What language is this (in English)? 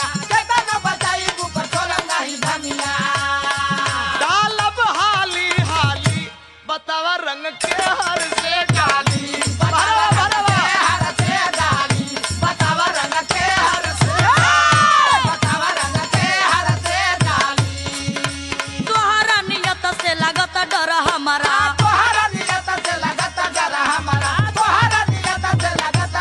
Bhojpuri